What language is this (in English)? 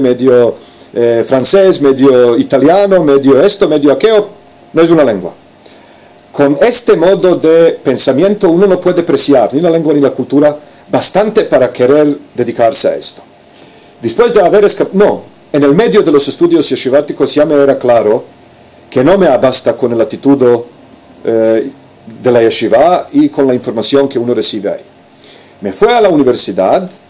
Ladino